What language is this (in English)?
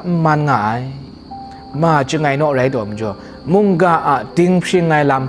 Kachin